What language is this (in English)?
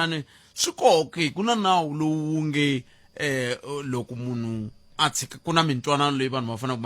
Tsonga